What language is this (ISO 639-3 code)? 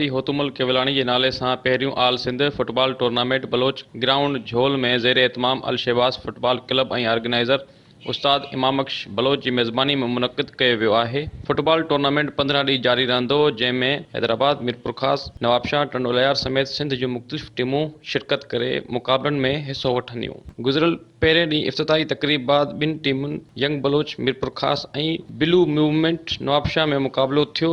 snd